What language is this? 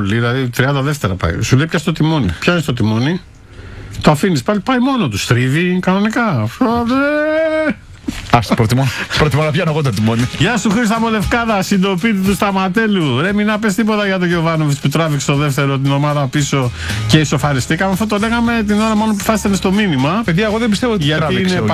Greek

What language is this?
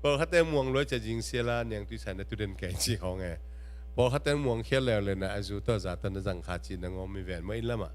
Tedim Chin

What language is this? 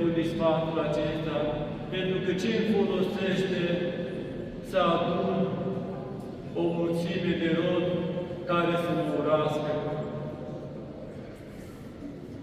Romanian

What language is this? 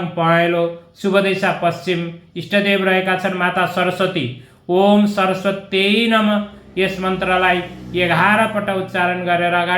Nepali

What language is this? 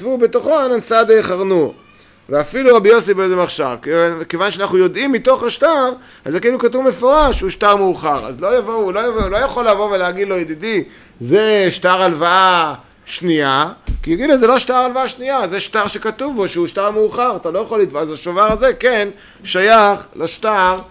Hebrew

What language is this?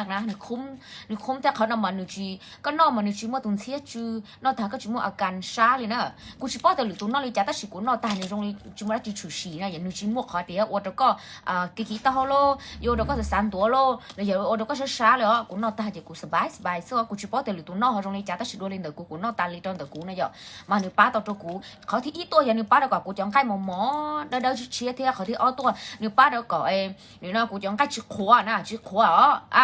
Hmong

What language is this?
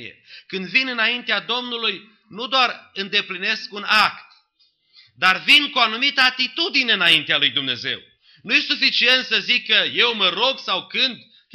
Romanian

